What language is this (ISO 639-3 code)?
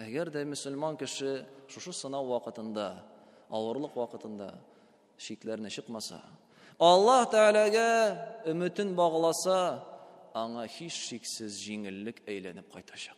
tat